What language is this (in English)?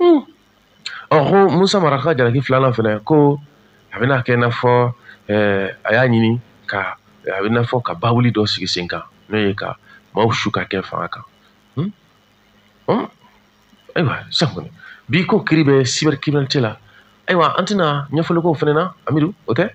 Bambara